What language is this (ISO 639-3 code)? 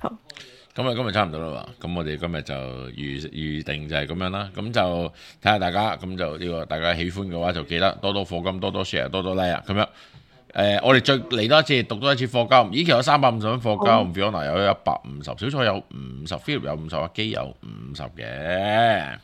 yue